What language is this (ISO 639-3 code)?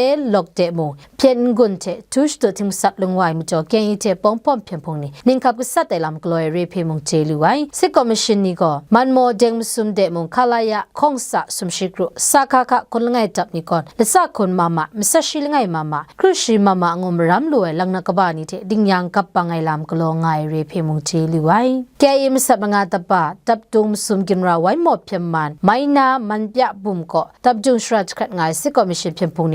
kac